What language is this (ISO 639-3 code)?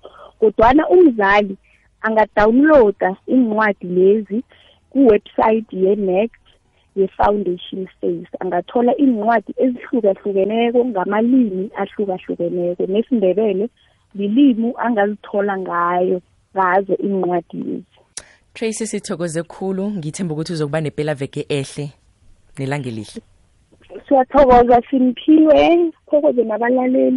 nbl